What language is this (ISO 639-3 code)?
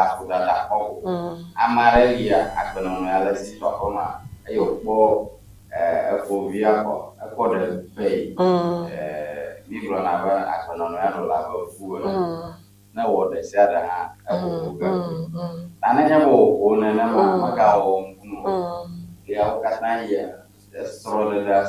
ewe